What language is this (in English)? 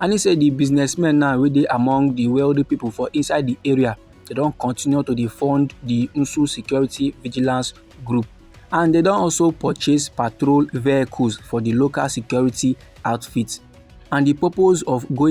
Nigerian Pidgin